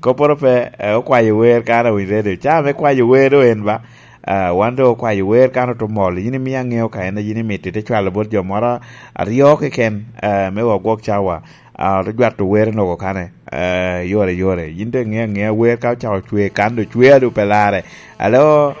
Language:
Lango (Uganda)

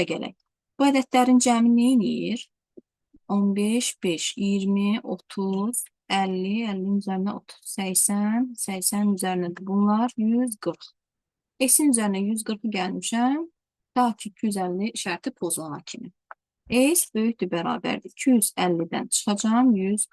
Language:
Azerbaijani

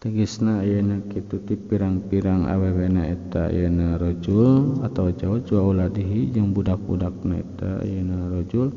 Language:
Sundanese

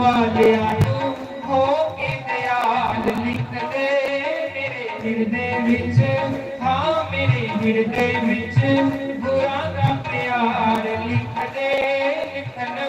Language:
Dogri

